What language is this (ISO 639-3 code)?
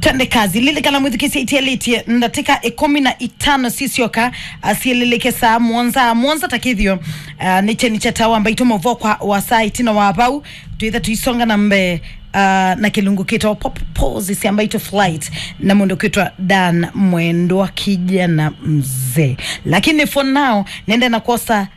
kam